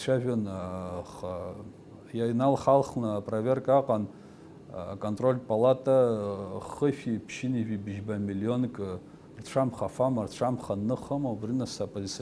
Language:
Abkhazian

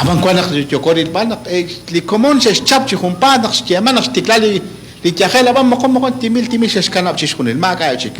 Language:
Kekchí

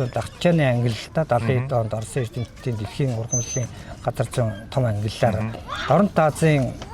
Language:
Mongolian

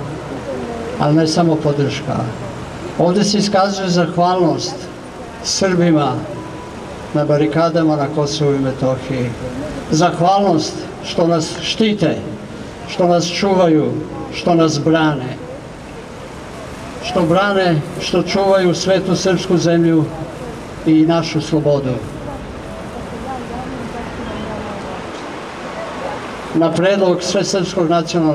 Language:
Serbian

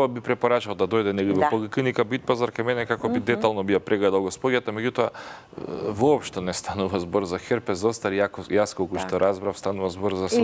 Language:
Macedonian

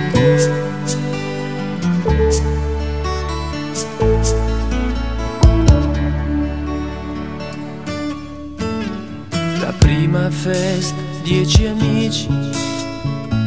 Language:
Italian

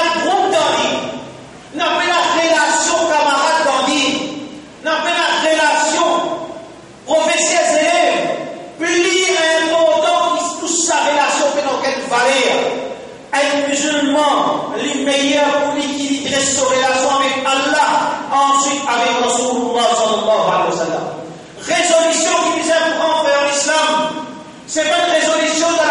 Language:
Morisyen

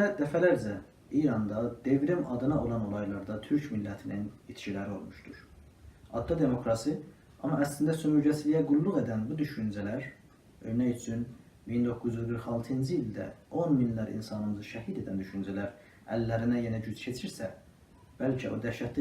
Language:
South Azerbaijani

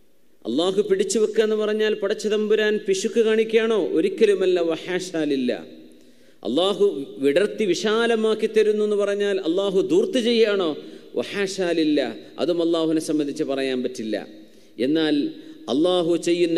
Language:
Malayalam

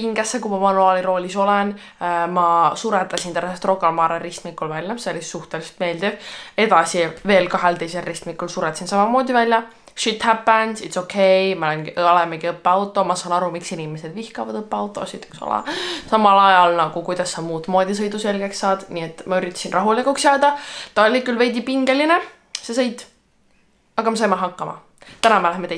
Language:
Estonian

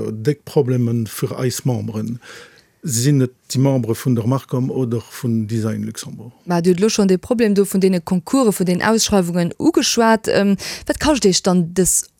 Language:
Luxembourgish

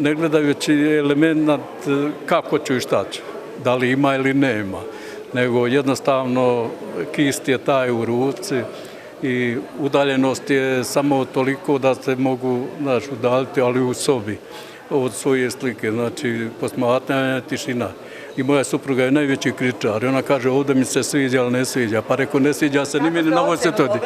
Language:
Bosnian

